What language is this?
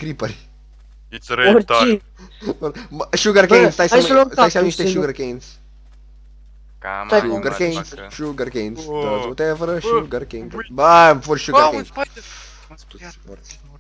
Romanian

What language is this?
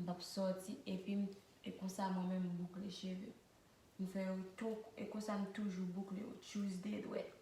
Haitian Creole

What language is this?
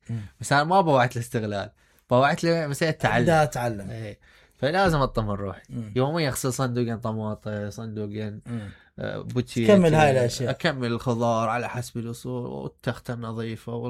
Mesopotamian Arabic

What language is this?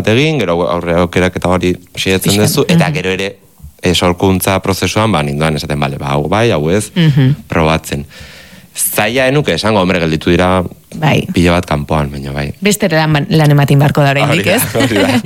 Basque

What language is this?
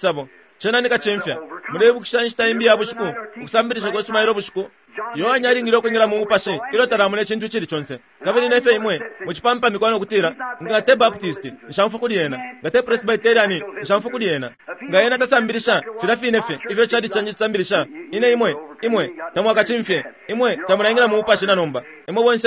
Bemba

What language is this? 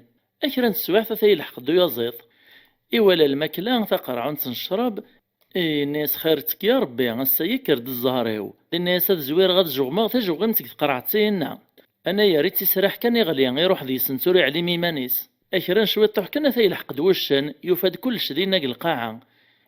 Kabyle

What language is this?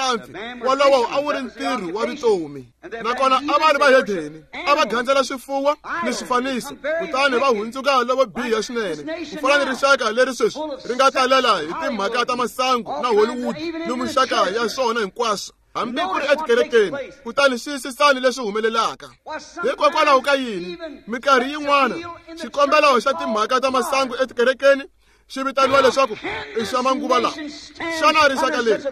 Tsonga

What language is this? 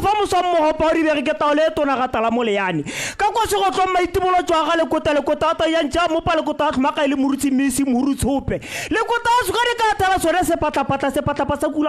Tswana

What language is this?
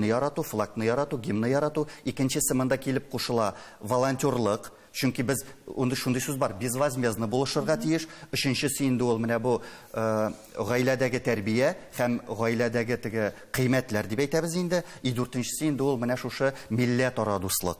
Tatar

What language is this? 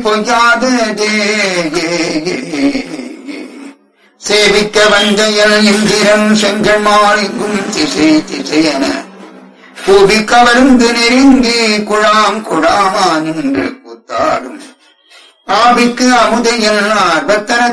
Tamil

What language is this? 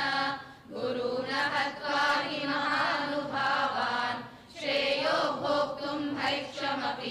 Sanskrit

